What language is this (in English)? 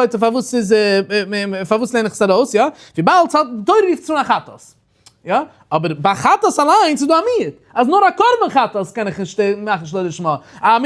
Yiddish